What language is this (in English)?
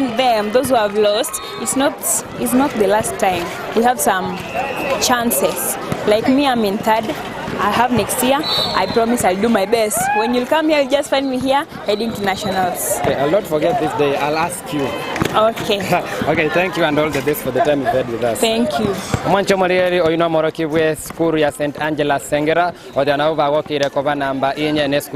Gusii